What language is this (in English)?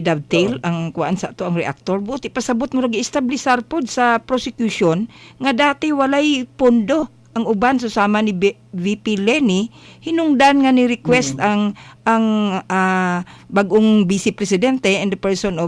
Cebuano